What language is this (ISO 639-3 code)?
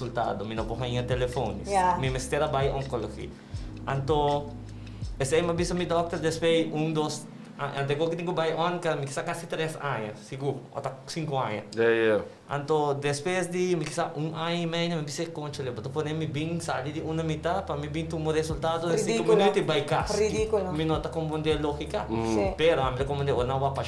pap